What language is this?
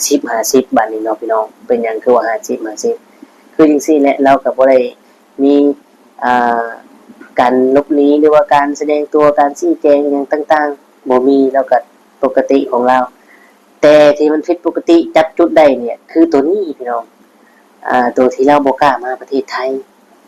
Northeastern Thai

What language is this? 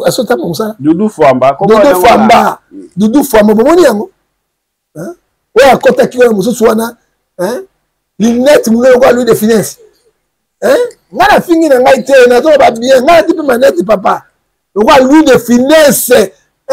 Lingala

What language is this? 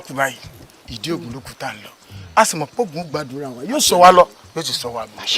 Yoruba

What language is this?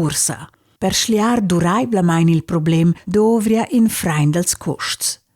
Romansh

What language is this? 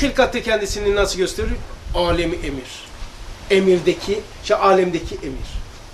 Turkish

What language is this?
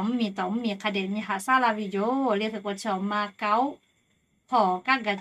Lahu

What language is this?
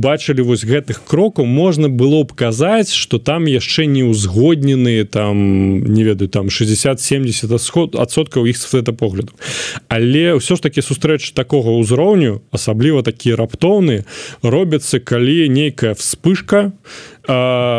Belarusian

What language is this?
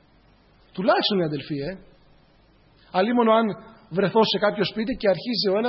Greek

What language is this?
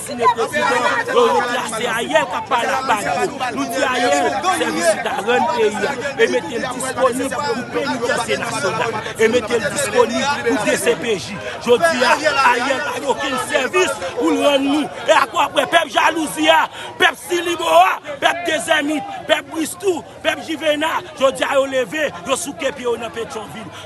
Haitian Creole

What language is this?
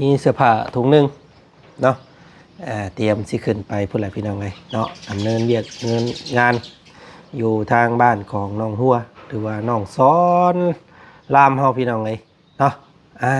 Lao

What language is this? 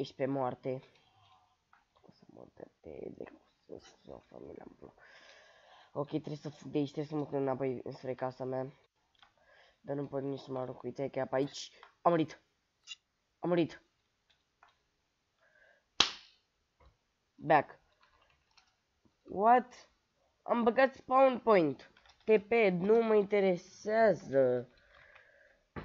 Romanian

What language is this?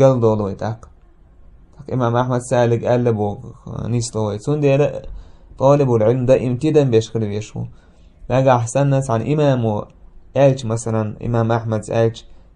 Chechen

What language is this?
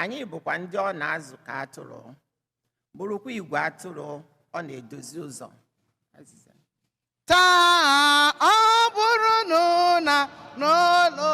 Igbo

